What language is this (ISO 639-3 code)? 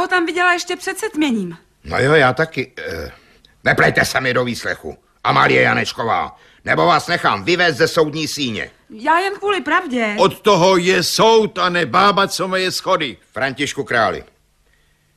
ces